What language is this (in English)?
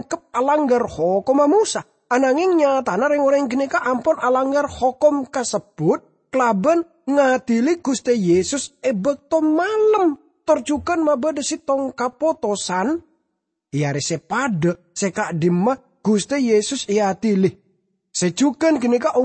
Madurese